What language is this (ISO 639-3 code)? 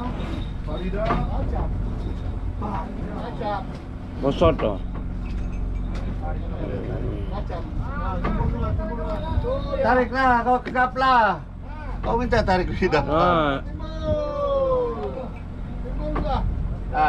msa